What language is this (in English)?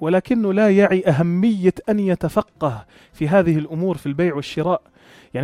North Levantine Arabic